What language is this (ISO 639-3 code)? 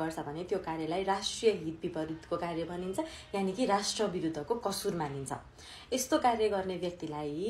nep